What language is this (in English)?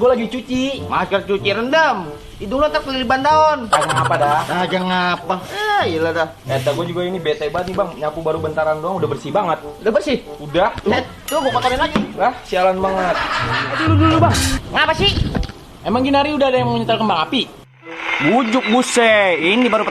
Betawi